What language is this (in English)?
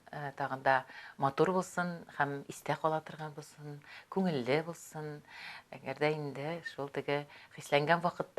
Tatar